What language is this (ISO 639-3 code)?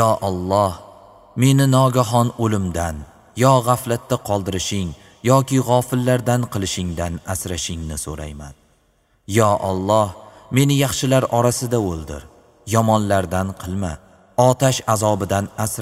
uzb